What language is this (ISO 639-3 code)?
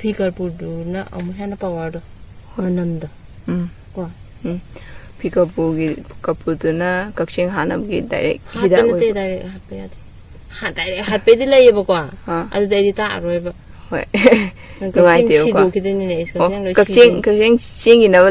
mni